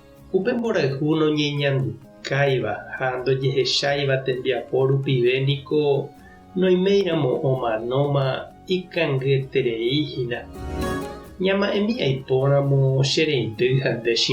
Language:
Guarani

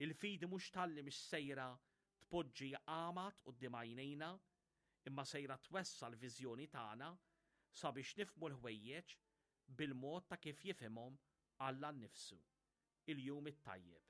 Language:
Maltese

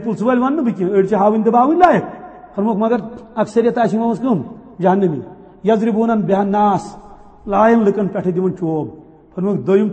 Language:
Kashmiri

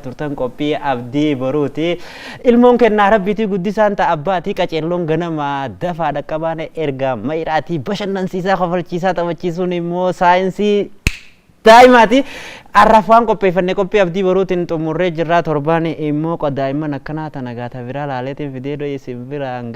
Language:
Oromo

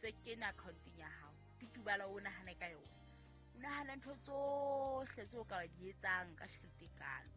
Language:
Southern Sotho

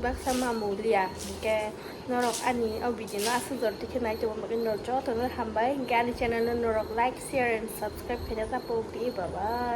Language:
Kok Borok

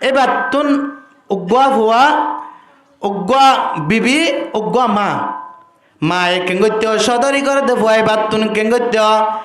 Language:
Rohingya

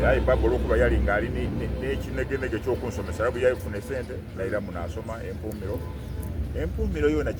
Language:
Soga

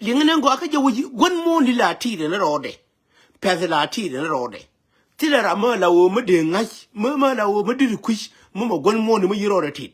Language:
Nuer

